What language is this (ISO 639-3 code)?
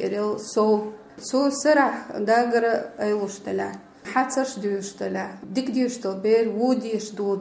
che